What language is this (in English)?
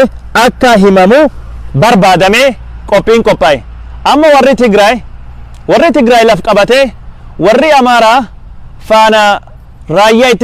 Oromo